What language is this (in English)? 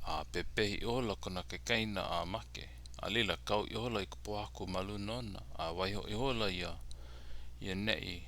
Hawaiian